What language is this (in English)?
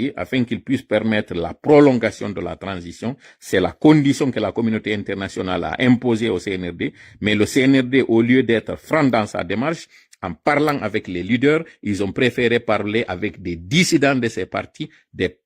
Pular